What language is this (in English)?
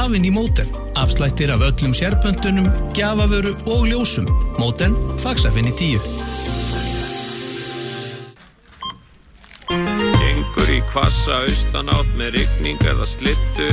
Icelandic